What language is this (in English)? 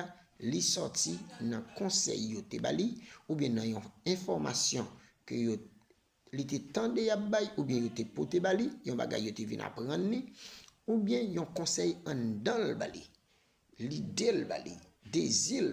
Haitian Creole